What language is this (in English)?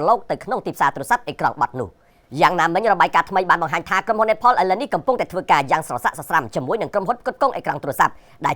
Khmer